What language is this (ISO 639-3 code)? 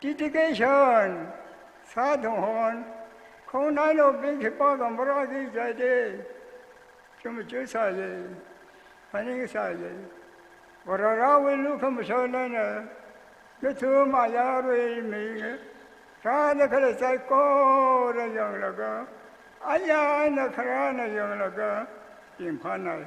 nmf